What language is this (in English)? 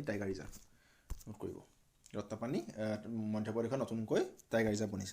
Assamese